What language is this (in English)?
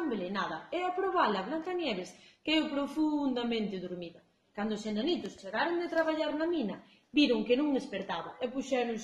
Galician